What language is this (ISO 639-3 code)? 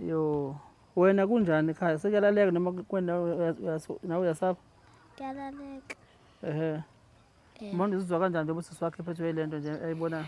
zul